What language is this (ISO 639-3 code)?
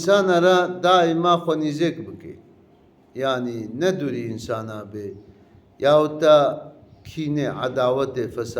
kur